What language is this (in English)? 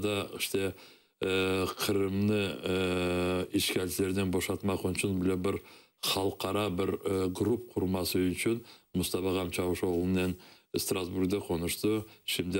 Crimean Tatar